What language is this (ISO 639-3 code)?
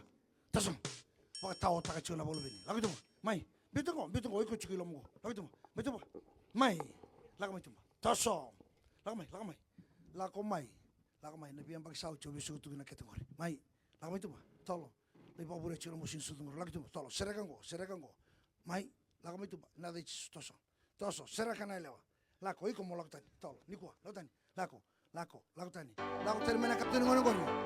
fij